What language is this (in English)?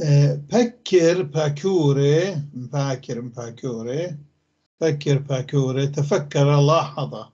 North Levantine Arabic